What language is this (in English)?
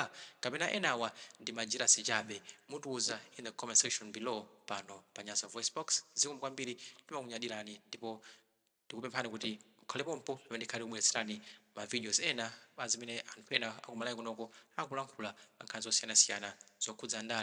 Nyanja